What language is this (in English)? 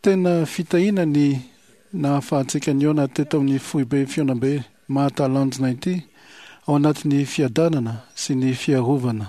Malagasy